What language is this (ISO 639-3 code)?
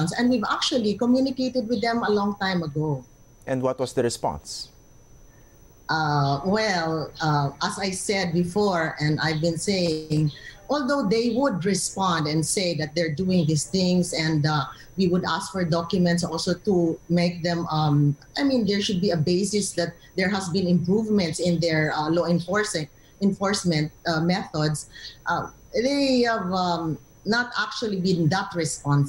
eng